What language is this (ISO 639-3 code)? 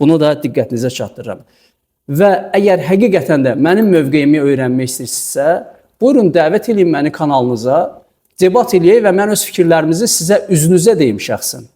aze